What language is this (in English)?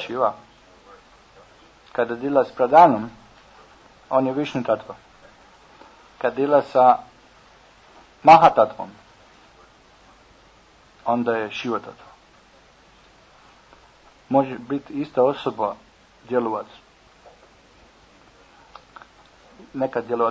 Croatian